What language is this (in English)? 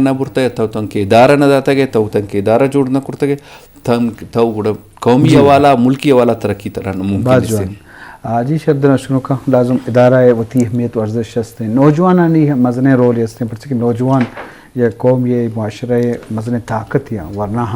Eastern Balochi